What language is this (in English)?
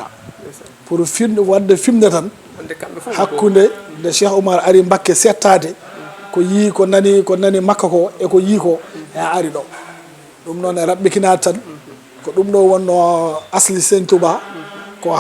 Fula